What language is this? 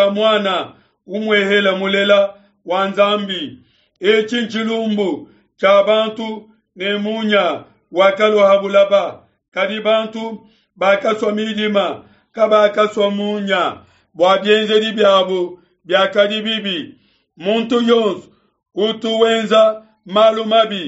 Luba-Lulua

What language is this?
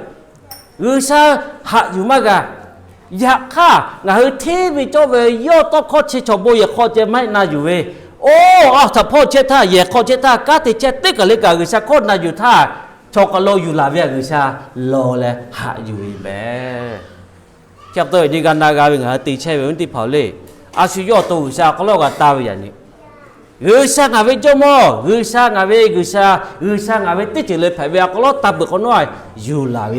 Lahu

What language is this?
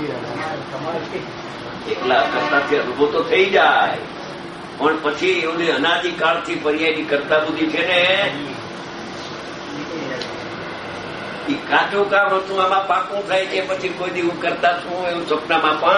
Gujarati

